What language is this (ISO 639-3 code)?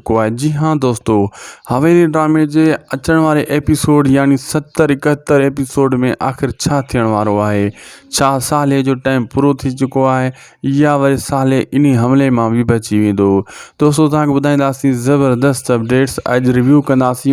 snd